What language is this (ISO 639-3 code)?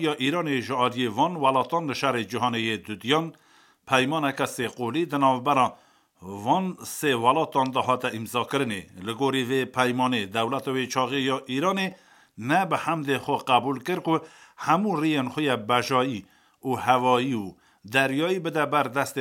kur